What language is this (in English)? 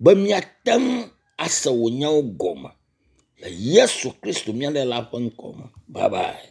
Ewe